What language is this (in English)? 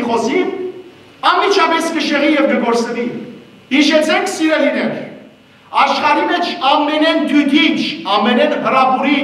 Western Armenian